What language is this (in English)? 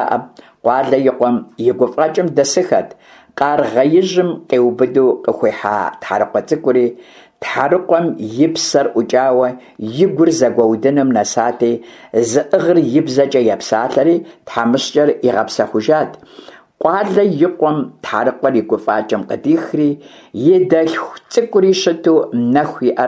Kabardian